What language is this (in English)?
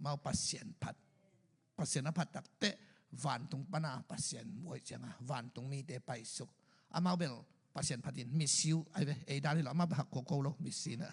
Tedim Chin